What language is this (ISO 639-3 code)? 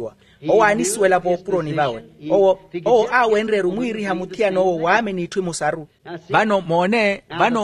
vmw